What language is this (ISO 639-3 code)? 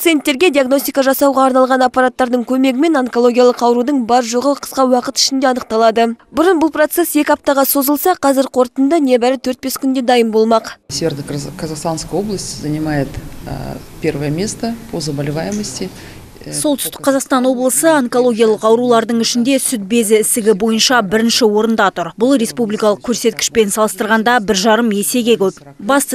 kaz